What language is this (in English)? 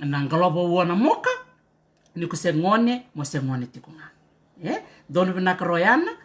Fijian